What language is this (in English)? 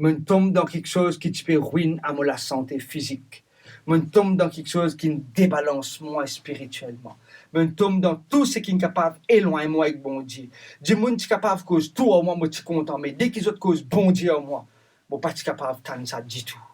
Morisyen